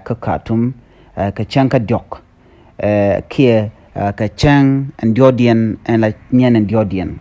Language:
Nuer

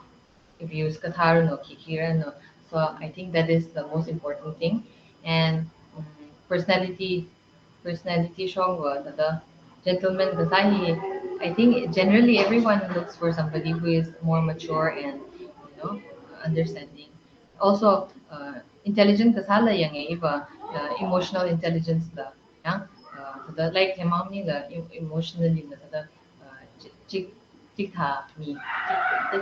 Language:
Tangkhul Naga (India)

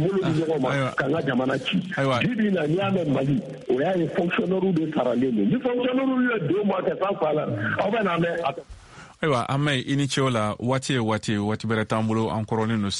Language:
Bambara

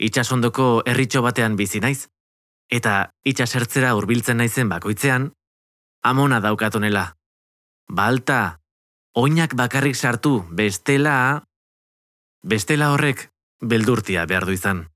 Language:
Basque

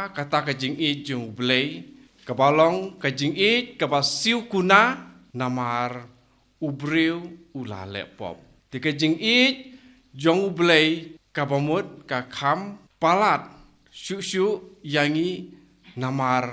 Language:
Khasi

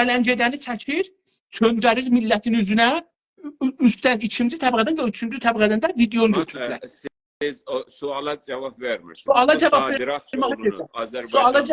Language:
South Azerbaijani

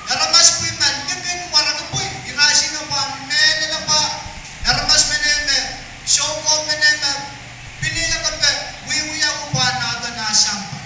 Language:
Pohnpeian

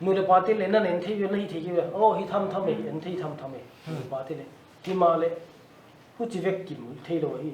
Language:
Paite Chin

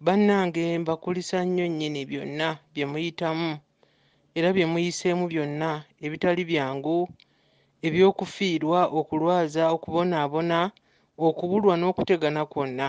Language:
Ganda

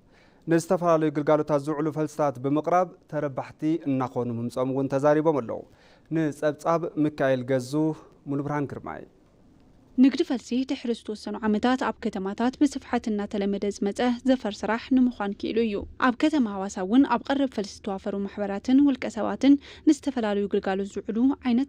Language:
Tigrinya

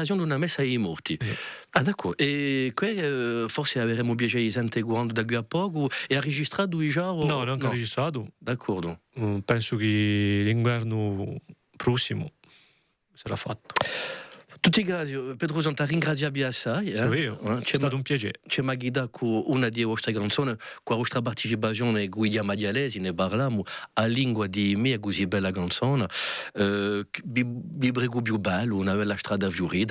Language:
Corsican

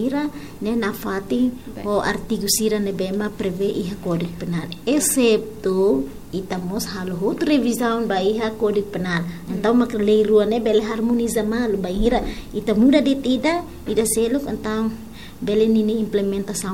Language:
Tetum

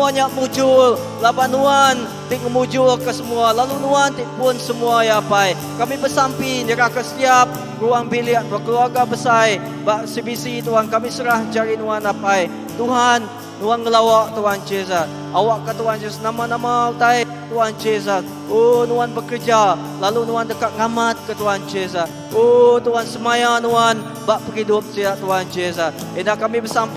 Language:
Iban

